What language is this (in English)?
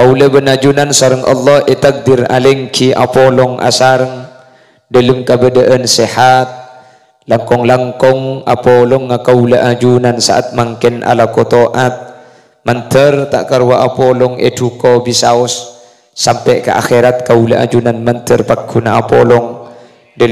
Madurese